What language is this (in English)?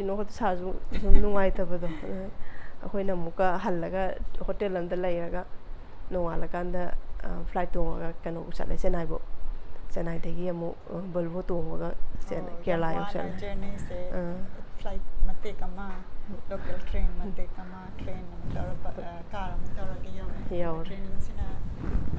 Manipuri